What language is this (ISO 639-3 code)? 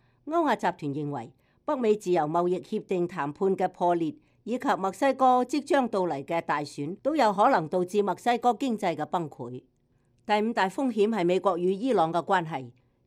yue